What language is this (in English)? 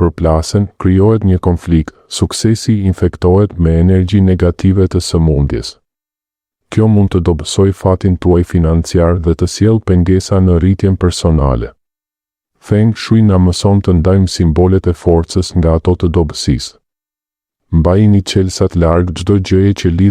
Albanian